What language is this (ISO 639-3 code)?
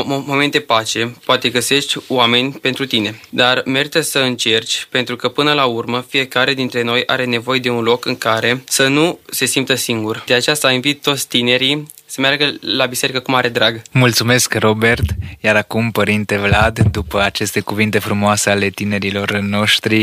ron